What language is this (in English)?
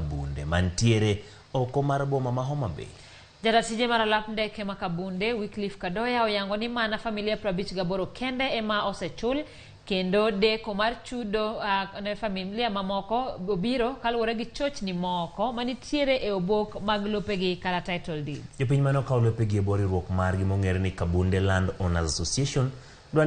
Luo (Kenya and Tanzania)